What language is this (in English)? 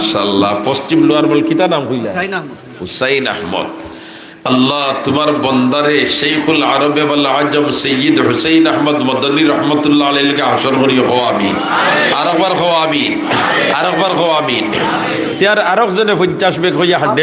Sylheti